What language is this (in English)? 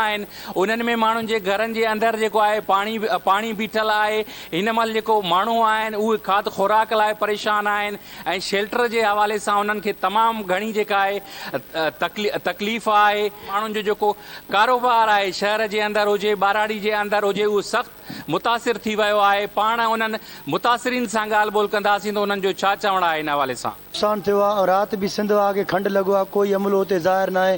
Sindhi